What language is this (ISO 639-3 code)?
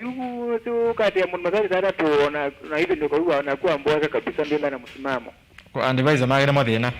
kam